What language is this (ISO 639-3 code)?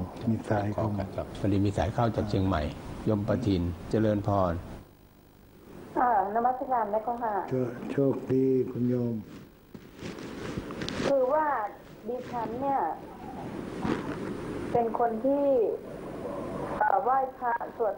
tha